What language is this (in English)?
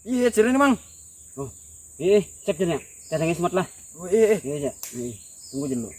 Banjar